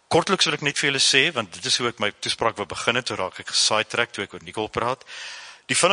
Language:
Afrikaans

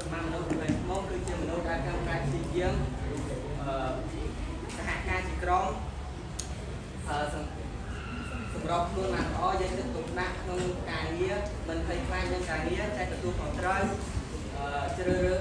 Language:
Khmer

